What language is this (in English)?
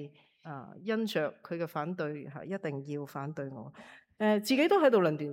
Cantonese